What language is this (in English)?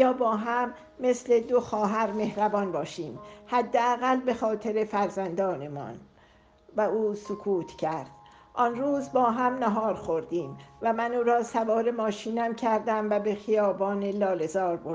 Persian